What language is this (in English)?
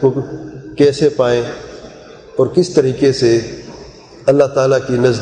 Urdu